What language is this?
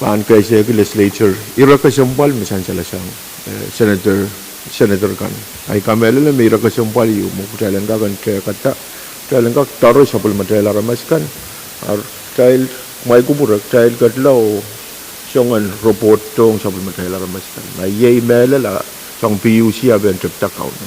Pohnpeian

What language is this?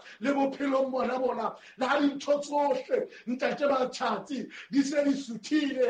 Southern Sotho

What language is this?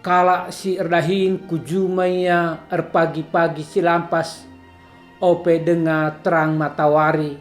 Batak Karo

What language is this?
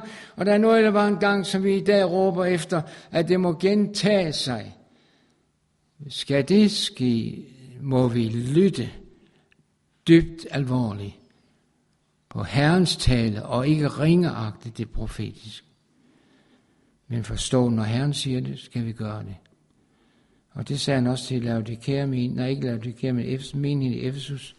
Danish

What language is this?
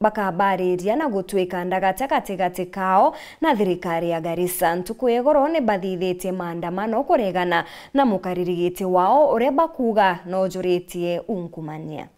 Meru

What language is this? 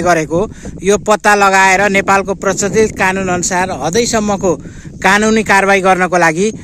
Nepali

